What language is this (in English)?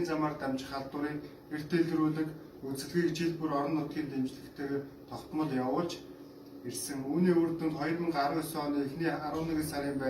Mongolian